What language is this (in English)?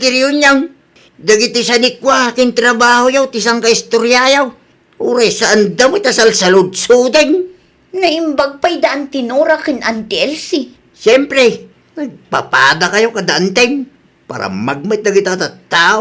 Iloko